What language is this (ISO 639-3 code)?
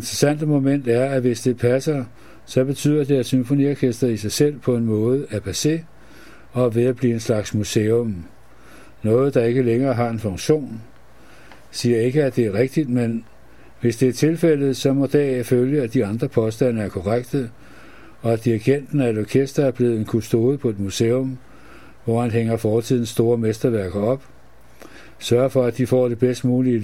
dan